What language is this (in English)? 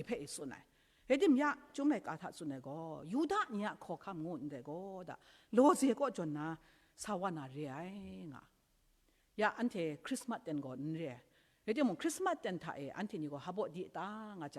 Kachin